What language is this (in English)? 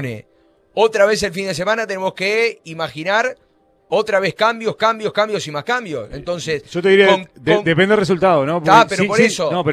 Spanish